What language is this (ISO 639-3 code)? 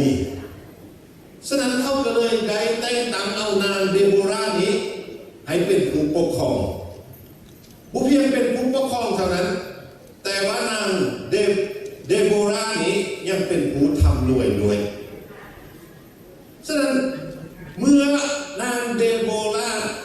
lao